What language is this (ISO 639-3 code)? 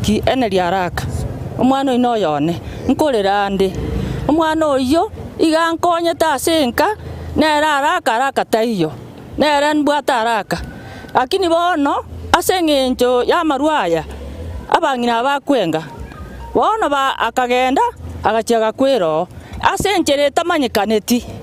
guz